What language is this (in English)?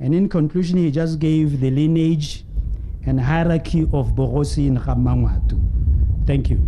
Tswana